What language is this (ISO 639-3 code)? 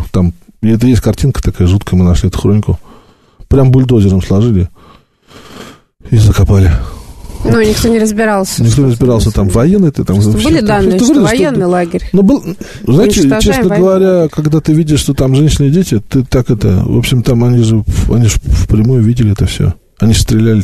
rus